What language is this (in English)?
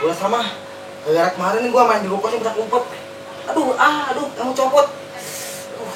Betawi